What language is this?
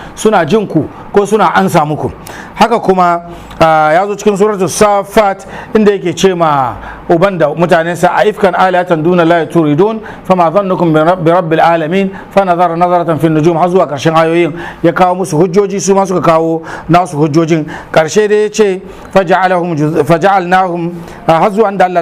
Hausa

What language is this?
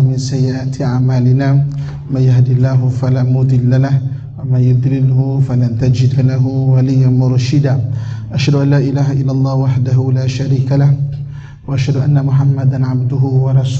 Malay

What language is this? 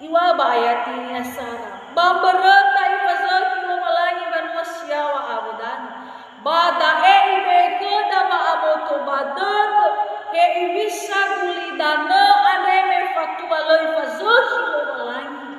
Nias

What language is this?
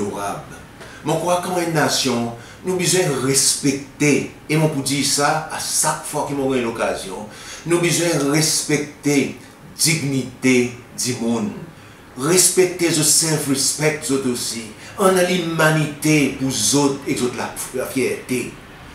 Seselwa Creole French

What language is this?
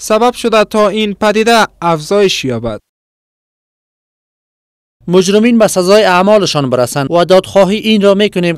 Persian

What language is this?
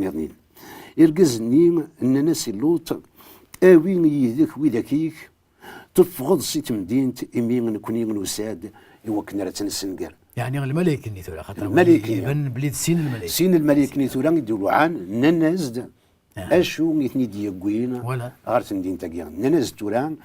Kabyle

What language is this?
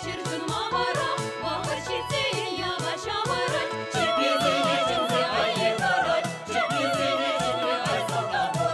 Chuvash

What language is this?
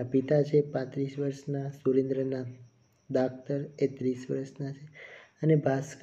Gujarati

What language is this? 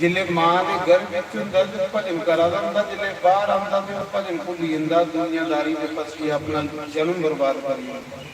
Dogri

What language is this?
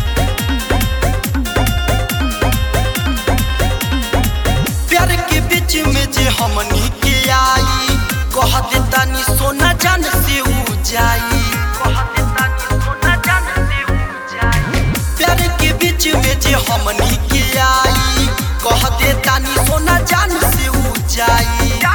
Bhojpuri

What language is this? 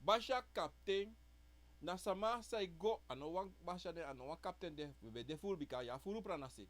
Sranan Tongo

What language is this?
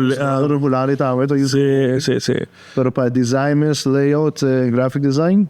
Papiamento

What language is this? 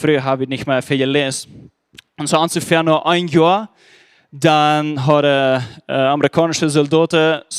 Plautdietsch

